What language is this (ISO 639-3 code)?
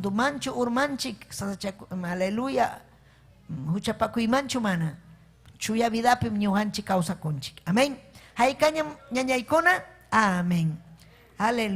quy